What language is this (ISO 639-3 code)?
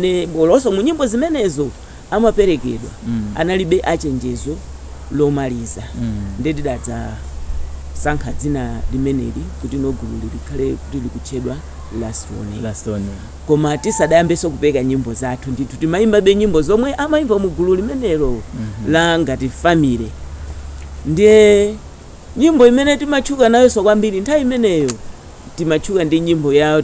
nya